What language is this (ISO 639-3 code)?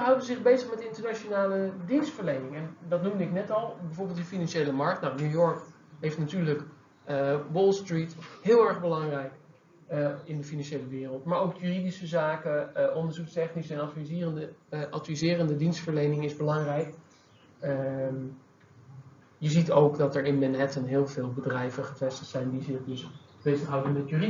nld